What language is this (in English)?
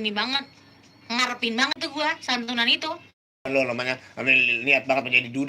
Betawi